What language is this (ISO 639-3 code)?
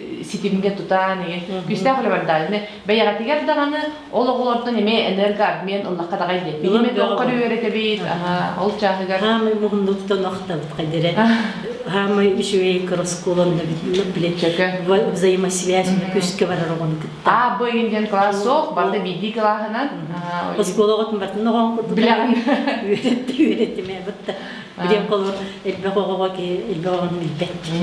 sah